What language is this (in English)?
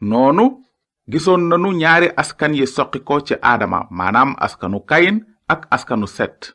Wolof